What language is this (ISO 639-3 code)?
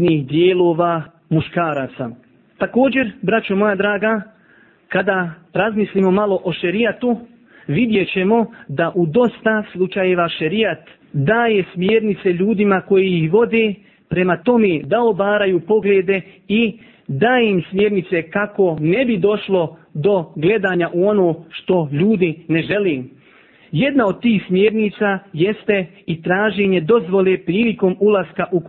bos